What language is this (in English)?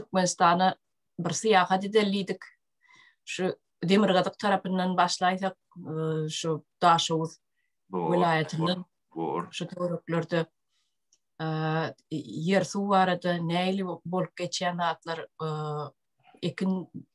Turkmen